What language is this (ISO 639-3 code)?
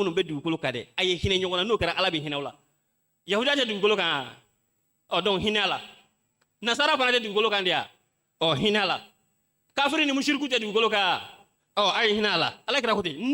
bam